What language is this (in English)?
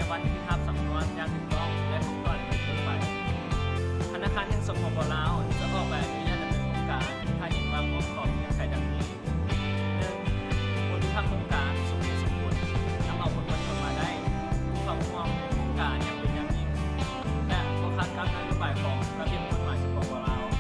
Lao